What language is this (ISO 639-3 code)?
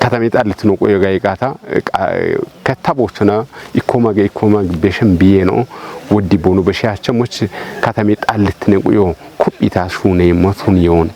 kbr